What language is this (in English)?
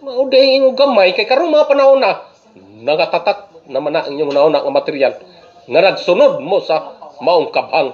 Cebuano